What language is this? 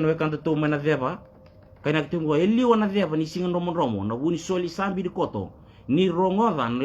Fijian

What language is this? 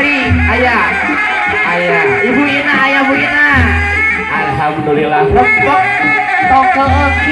Sundanese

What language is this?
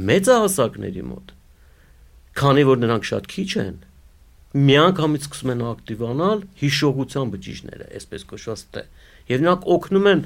Armenian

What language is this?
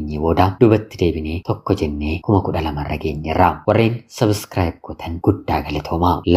Oromo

